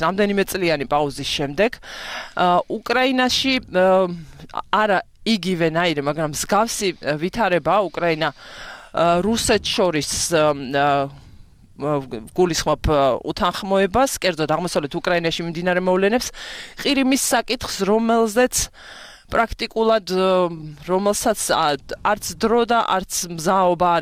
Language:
Georgian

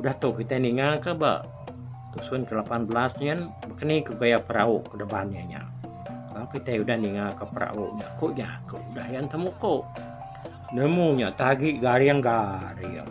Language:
Iban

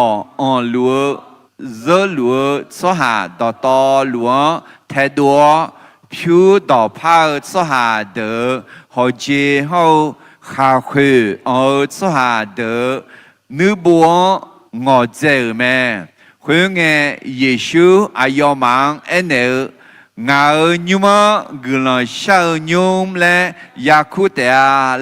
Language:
Akha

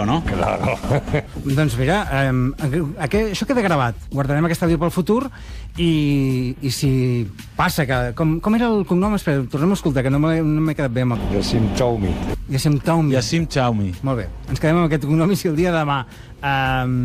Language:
Catalan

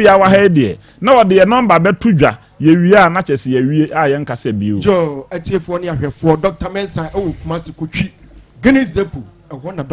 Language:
Akan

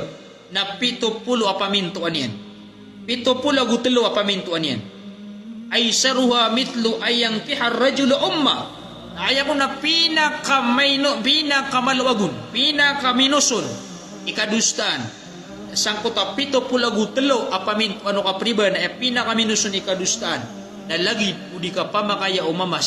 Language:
Maranao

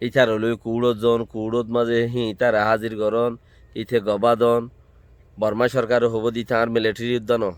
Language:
Rohingya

